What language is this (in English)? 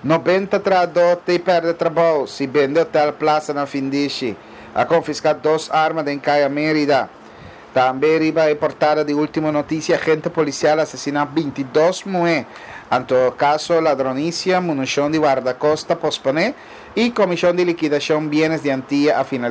Papiamento